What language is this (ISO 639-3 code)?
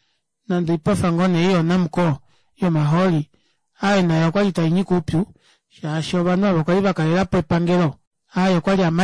kua